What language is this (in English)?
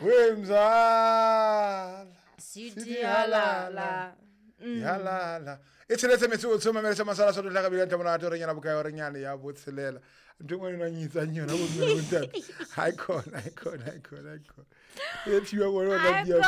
Southern Sotho